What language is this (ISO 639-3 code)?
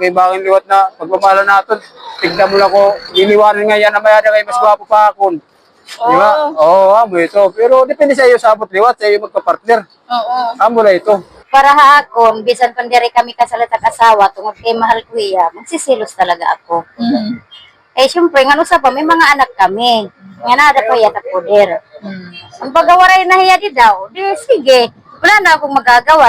war